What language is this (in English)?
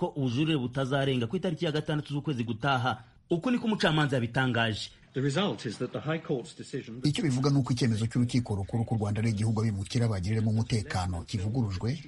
Kinyarwanda